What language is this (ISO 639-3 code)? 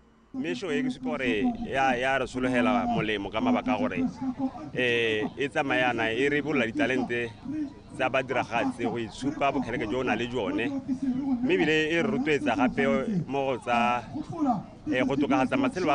tsn